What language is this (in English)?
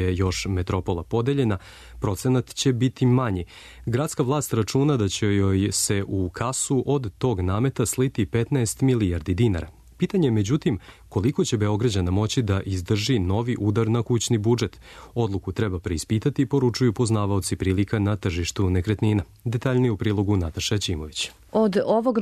Serbian